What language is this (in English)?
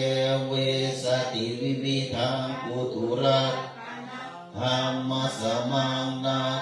Pali